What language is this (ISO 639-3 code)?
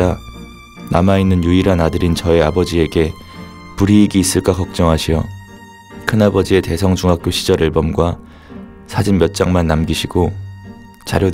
kor